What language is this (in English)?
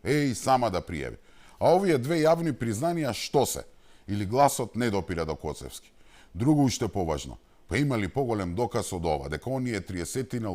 Macedonian